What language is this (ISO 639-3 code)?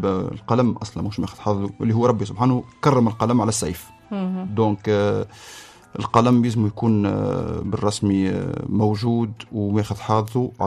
aeb